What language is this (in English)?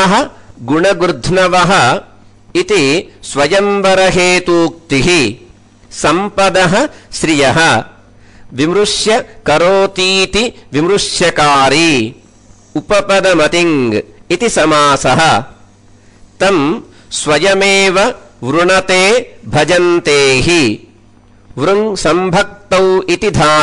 Sanskrit